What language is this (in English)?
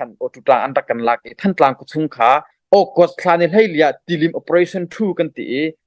Hakha Chin